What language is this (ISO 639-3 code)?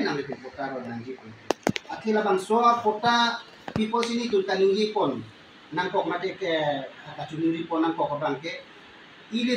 mjw